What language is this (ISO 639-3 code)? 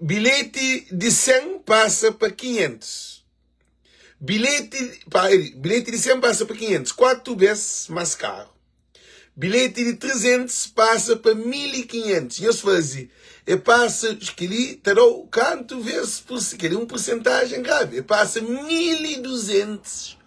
kea